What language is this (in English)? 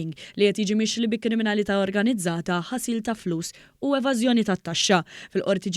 Maltese